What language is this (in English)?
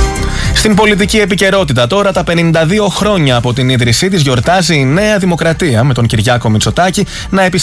Greek